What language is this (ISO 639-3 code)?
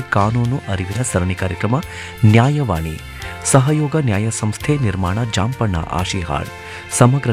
kan